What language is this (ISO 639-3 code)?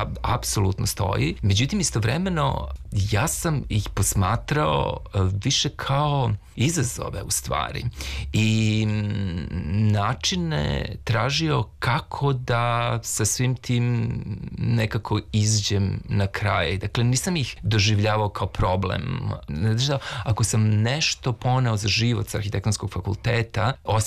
srp